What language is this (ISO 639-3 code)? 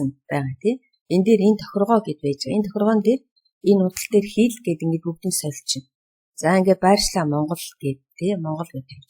mon